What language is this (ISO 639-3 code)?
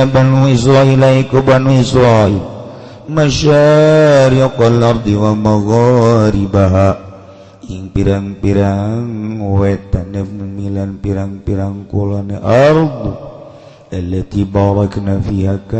sun